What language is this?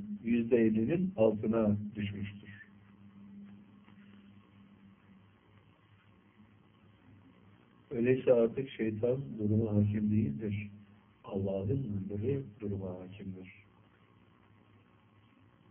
Turkish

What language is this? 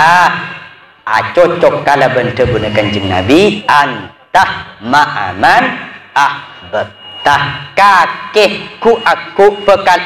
Madurese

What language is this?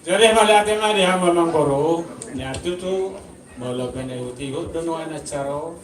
Batak Toba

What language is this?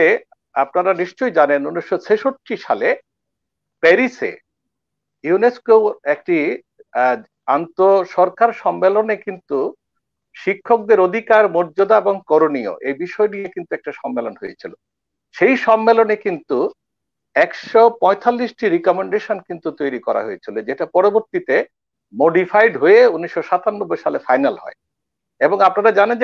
Bangla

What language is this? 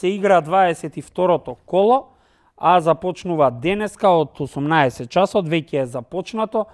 Macedonian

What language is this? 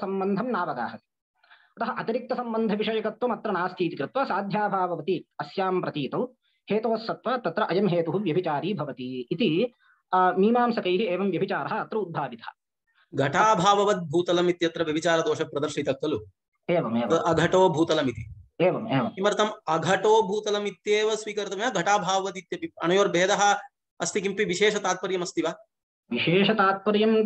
Sanskrit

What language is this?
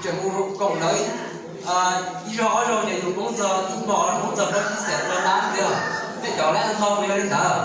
Hmong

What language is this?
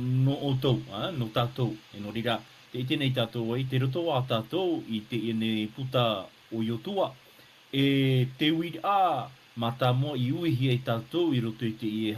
Tahitian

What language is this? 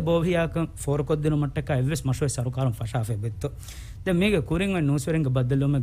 Divehi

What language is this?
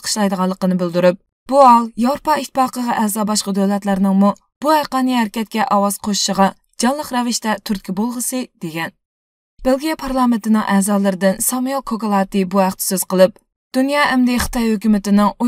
Uyghur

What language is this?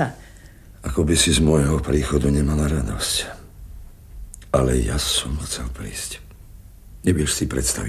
Slovak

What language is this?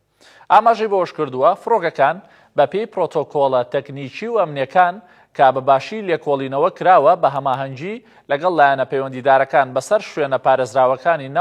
Central Kurdish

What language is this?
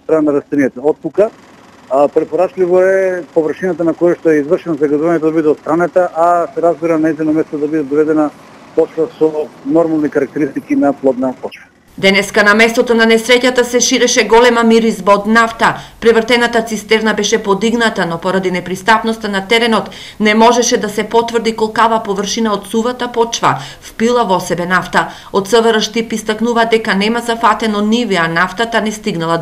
Macedonian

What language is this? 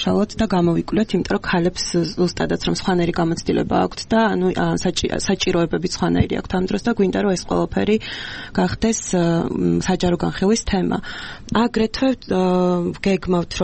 Georgian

